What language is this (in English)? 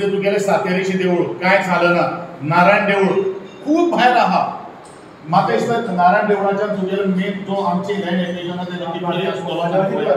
Konkani